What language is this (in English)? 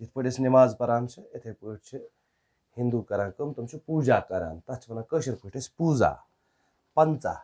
Kashmiri